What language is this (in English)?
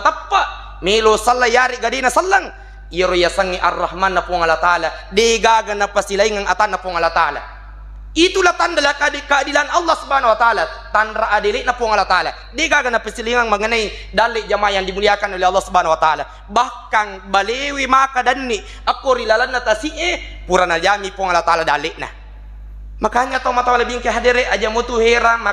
Buginese